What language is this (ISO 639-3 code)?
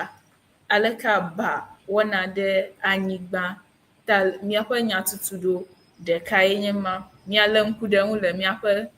ewe